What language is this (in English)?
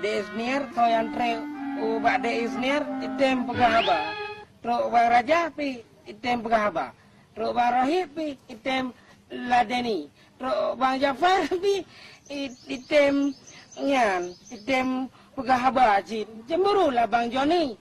Achinese